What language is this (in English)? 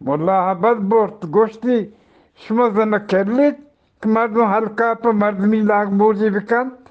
Eastern Balochi